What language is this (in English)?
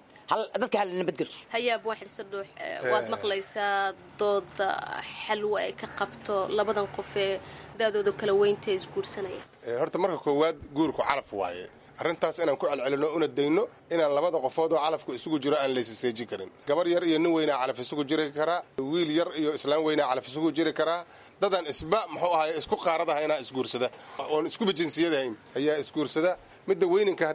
Somali